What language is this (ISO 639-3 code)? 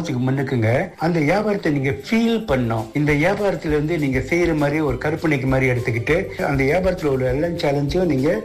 tam